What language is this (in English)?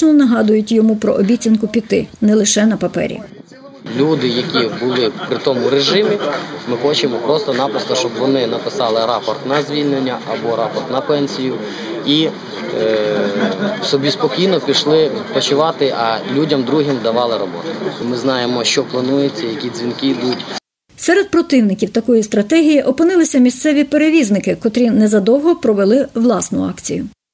Ukrainian